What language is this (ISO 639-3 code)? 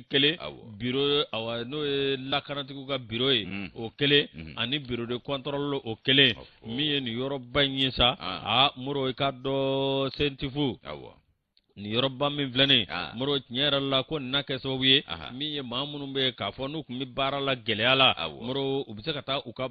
bam